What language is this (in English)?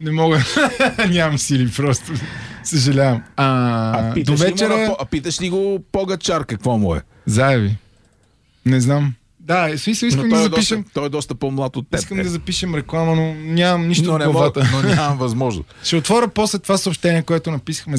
Bulgarian